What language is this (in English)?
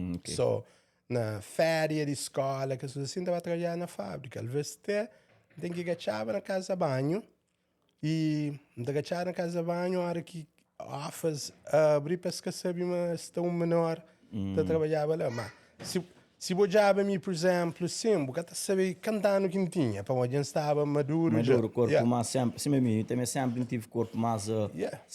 Kabuverdianu